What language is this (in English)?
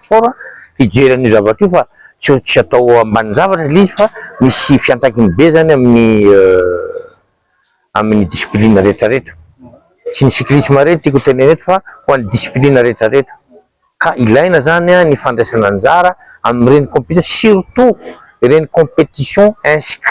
Malagasy